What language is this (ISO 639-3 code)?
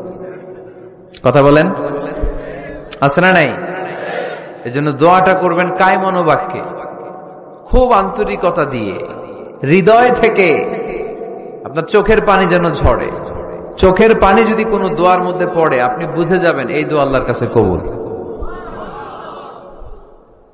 ben